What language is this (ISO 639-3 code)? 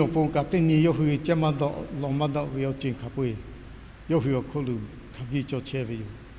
lhu